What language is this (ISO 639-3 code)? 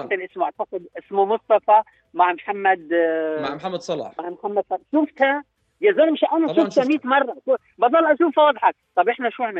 apc